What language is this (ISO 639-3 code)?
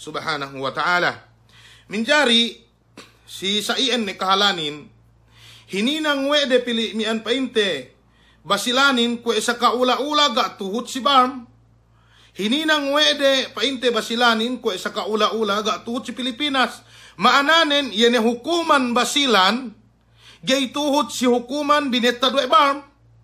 yka